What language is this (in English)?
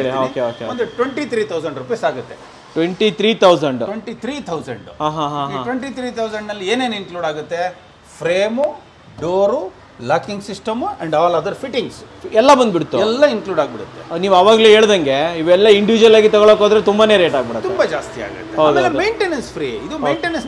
Kannada